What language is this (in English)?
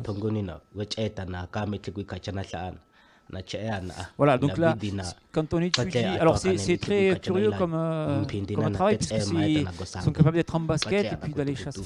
French